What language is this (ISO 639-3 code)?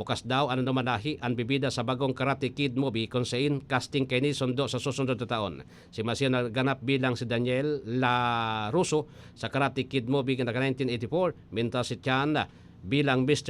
bik